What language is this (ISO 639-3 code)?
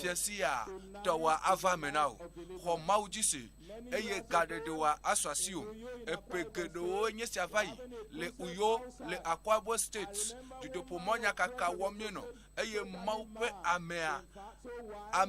ewe